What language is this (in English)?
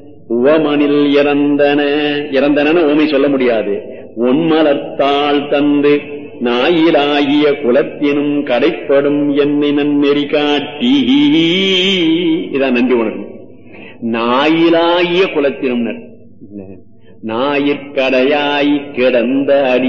Tamil